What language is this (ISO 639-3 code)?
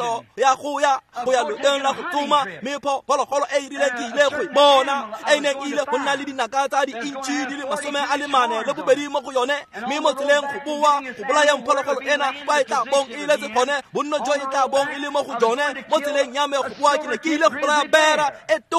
tsn